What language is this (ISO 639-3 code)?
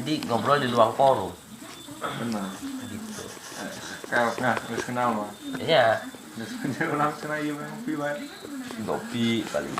sun